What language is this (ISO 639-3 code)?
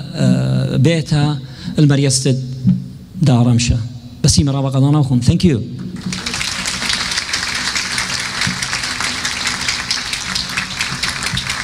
aii